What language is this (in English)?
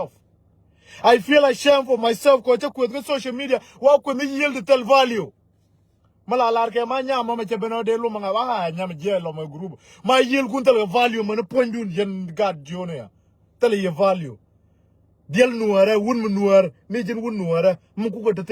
Nuer